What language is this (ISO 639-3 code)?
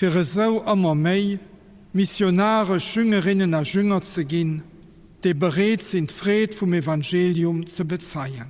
ltz